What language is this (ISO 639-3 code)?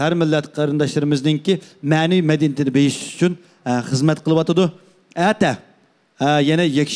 uig